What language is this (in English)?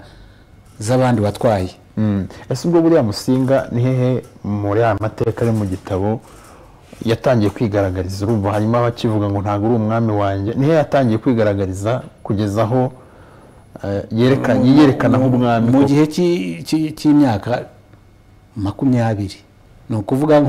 Kinyarwanda